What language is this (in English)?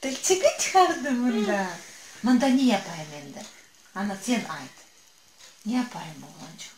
Crimean Tatar